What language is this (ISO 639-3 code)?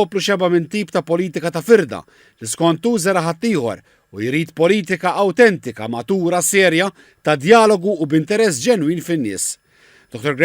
mlt